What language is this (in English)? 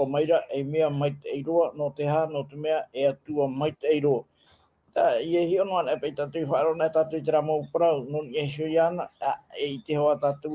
Tahitian